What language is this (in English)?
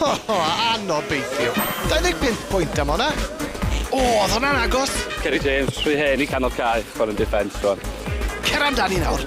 Welsh